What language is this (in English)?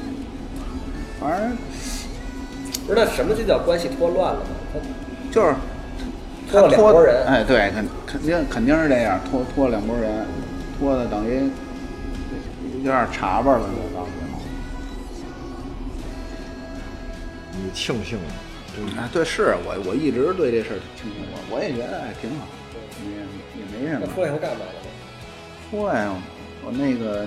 Chinese